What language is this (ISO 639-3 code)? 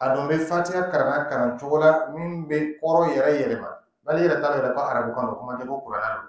dyu